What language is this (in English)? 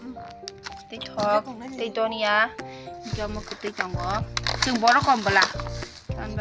Kok Borok